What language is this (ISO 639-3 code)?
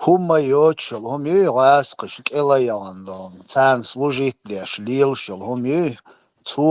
che